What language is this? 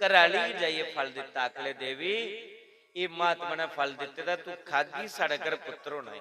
Dogri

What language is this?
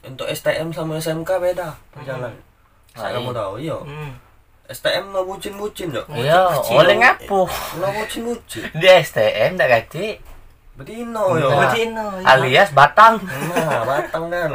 Musi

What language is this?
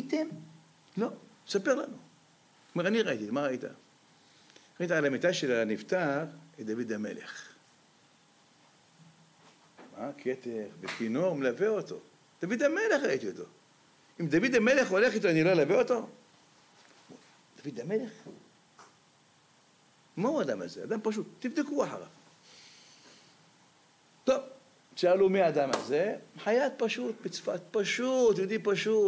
Hebrew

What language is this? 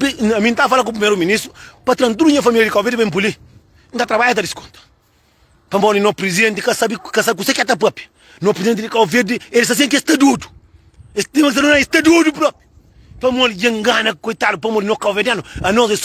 Kabuverdianu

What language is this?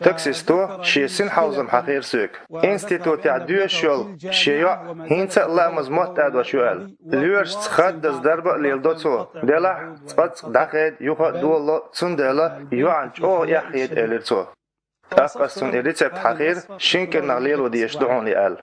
Chechen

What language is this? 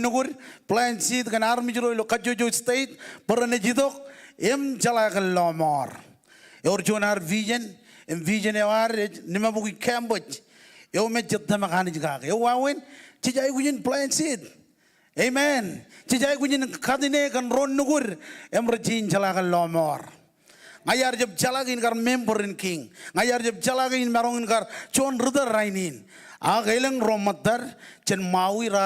Marshallese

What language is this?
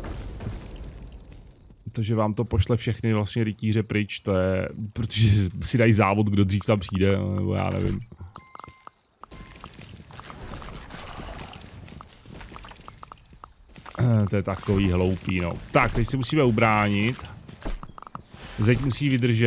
Czech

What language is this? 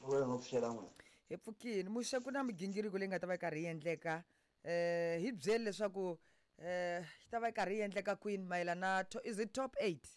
Tsonga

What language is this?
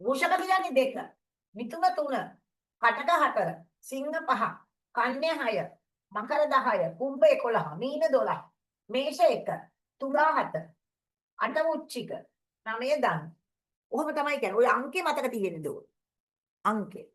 Sinhala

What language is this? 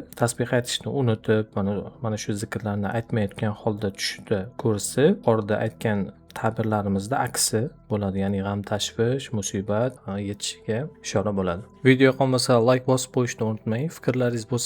Uzbek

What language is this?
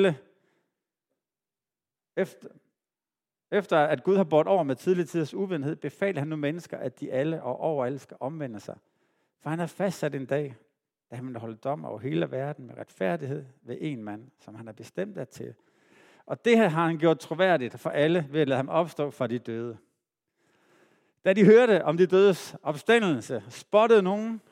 Danish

